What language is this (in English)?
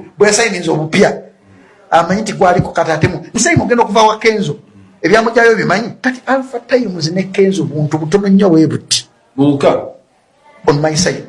Ganda